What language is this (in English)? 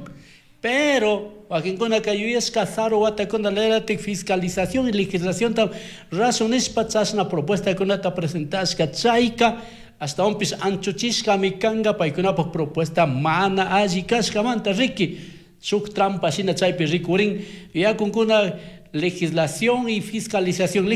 Chimborazo Highland Quichua